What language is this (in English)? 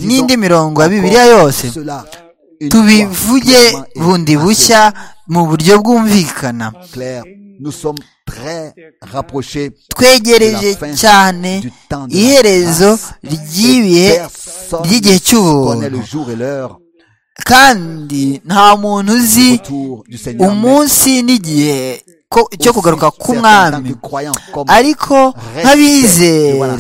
Kinyarwanda